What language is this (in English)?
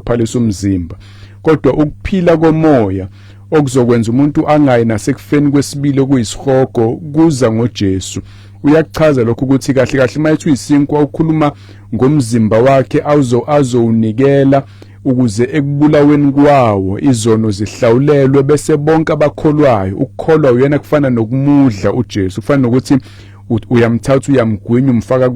Zulu